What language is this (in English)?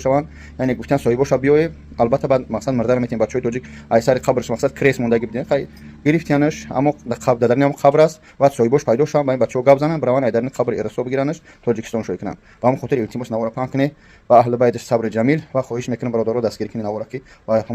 Tajik